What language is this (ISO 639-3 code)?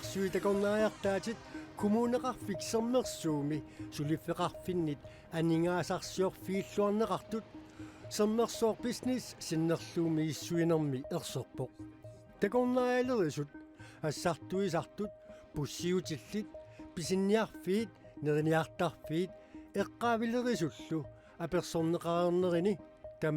kal